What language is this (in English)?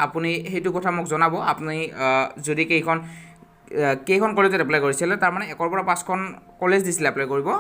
Assamese